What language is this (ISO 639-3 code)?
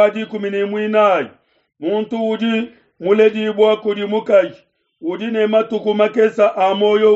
lua